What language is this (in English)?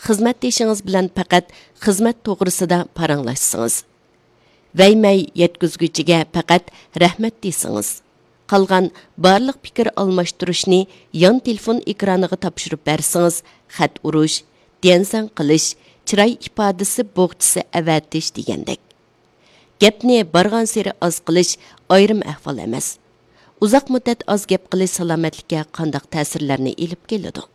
Uyghur